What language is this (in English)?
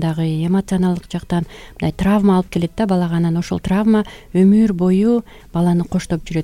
Kyrgyz